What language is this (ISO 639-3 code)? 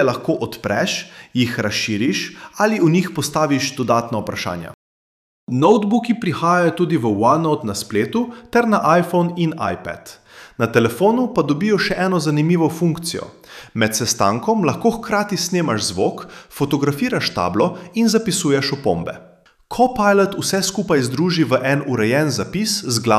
slv